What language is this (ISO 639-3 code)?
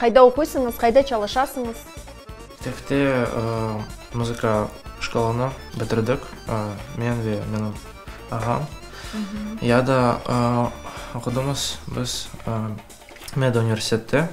crh